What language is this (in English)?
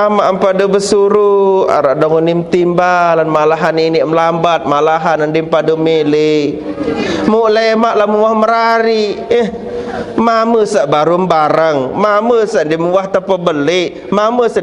Sasak